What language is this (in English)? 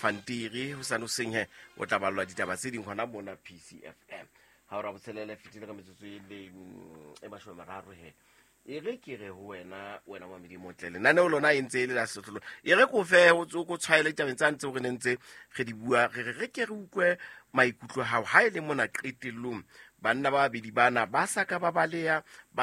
Southern Sotho